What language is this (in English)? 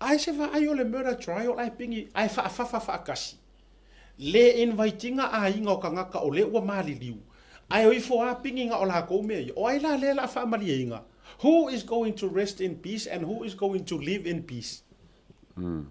Samoan